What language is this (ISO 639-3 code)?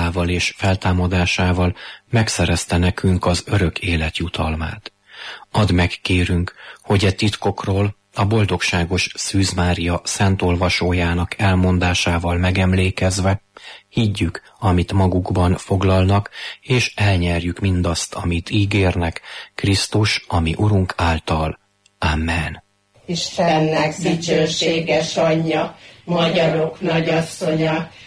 hun